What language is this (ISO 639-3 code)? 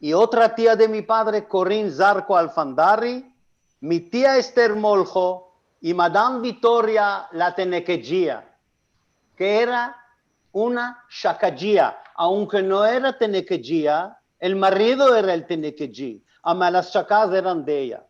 lad